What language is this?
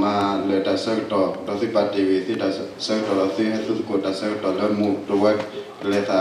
S'gaw Karen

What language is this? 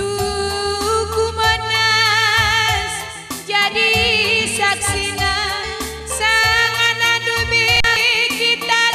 Batak Karo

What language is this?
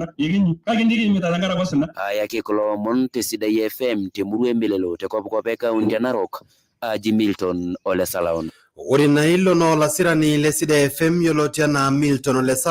Masai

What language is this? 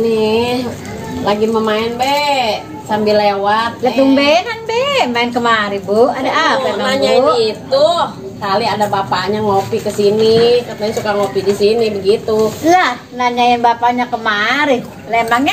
Betawi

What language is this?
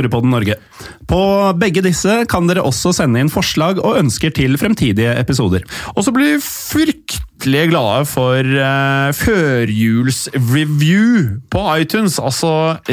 Norwegian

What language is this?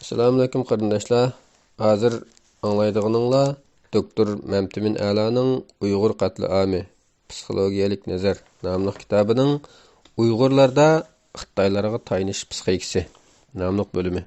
Uyghur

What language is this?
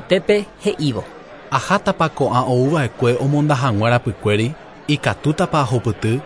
Guarani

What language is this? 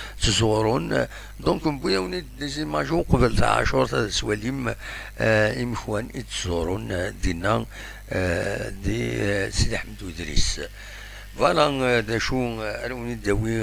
Kabyle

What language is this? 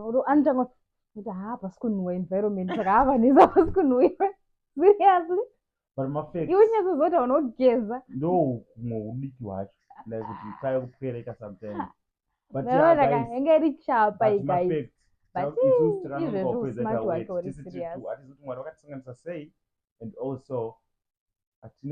Shona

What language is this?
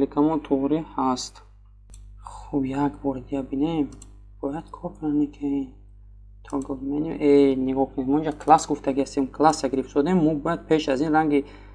Tajik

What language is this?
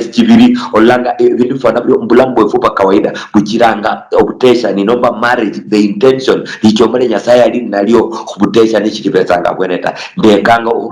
Luyia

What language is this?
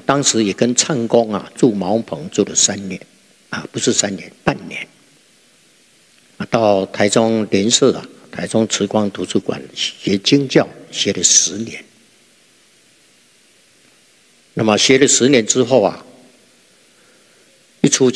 Chinese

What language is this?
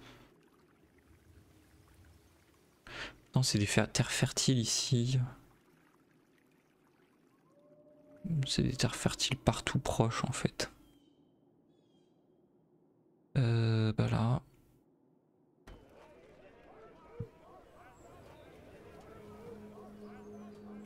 French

